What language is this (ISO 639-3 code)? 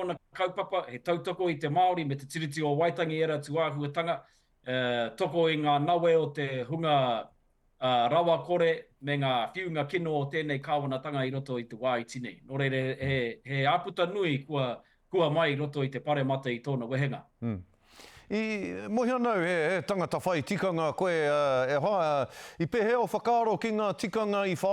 mri